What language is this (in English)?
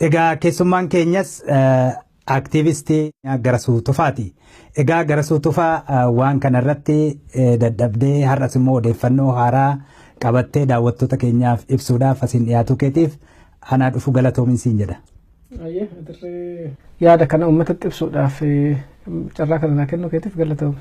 Oromo